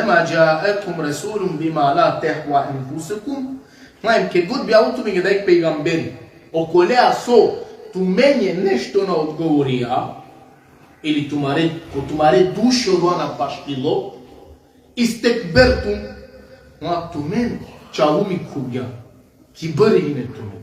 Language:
Balkan Romani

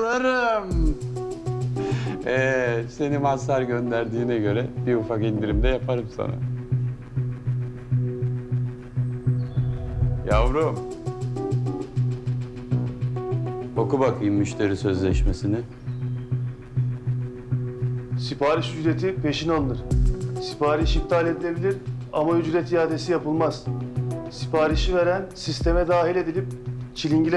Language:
Turkish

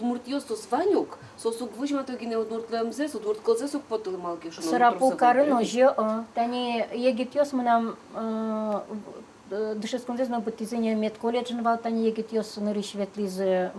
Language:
Udmurt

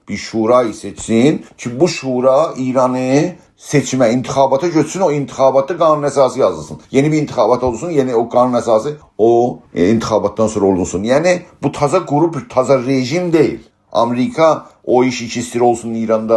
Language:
South Azerbaijani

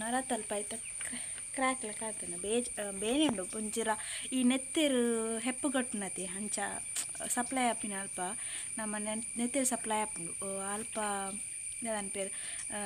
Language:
Tulu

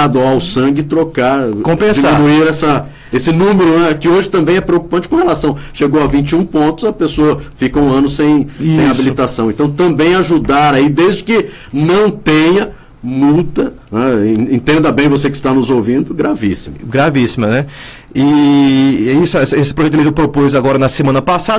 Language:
Portuguese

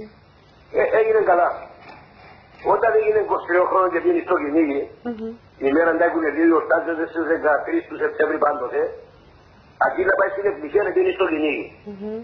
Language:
Greek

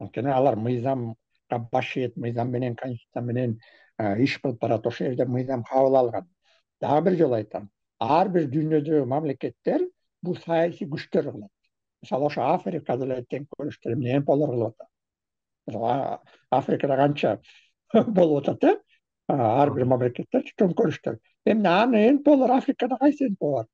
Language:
Kyrgyz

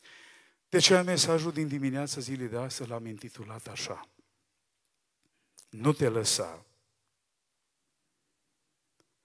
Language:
Romanian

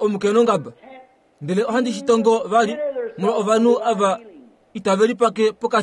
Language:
Kuanyama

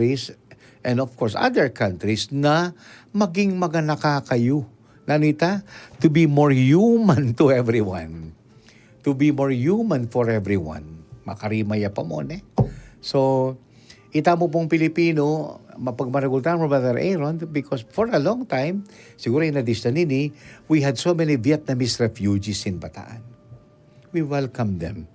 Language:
Pampanga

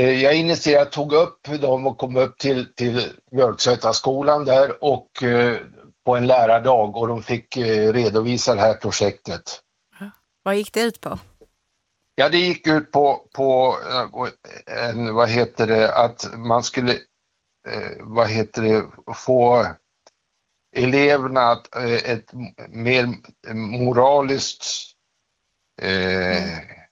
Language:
Swedish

